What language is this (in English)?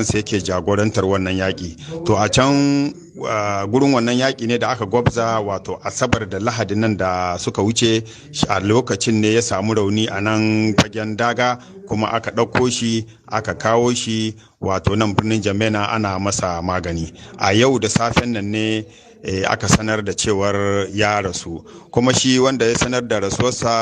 Hausa